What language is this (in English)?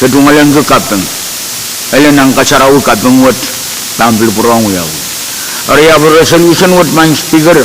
Pohnpeian